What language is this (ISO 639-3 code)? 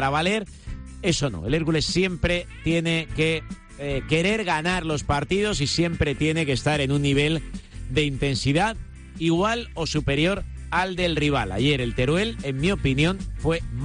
spa